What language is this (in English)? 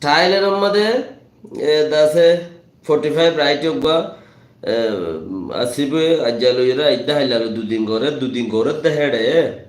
Rohingya